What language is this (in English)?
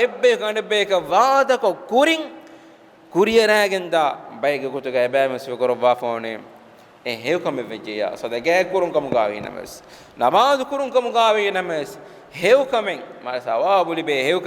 Divehi